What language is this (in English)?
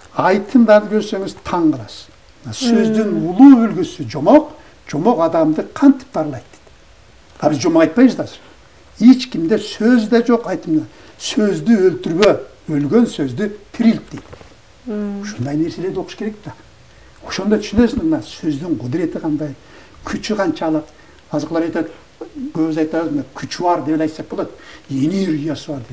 Kyrgyz